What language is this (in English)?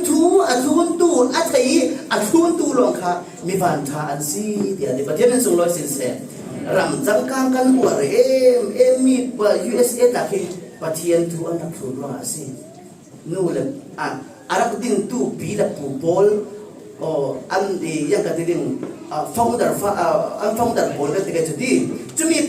Falam Chin